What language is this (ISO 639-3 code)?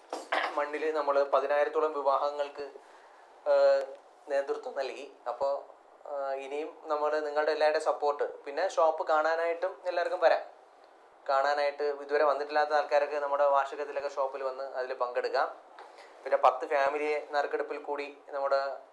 mal